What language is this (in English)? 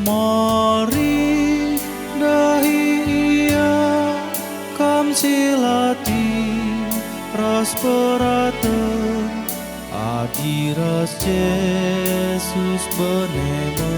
Batak Karo